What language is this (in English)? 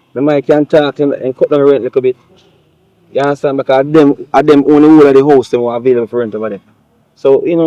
Jamaican Creole English